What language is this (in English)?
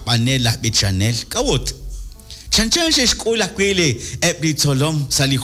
Kekchí